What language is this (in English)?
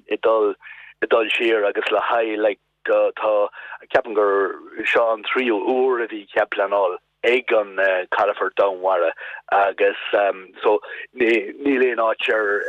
Irish